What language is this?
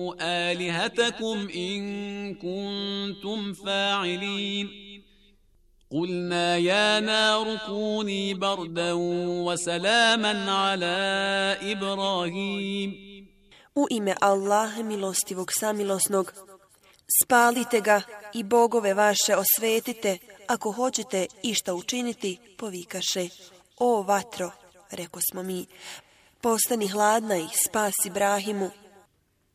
Bosnian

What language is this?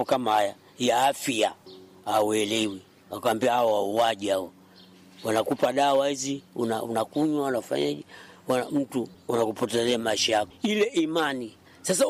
Swahili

